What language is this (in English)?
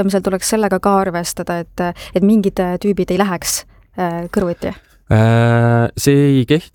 Estonian